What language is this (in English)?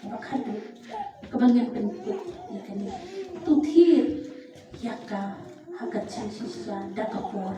Khasi